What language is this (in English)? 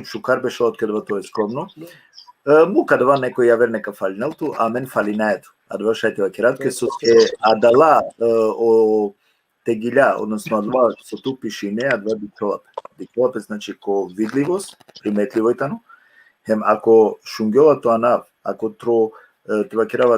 Balkan Romani